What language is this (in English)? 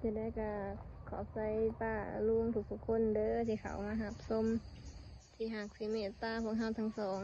Northeastern Thai